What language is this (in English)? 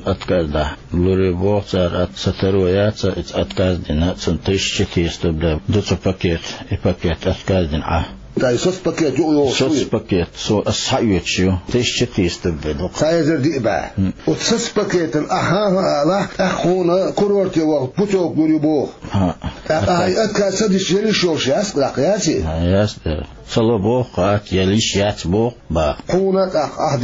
Chechen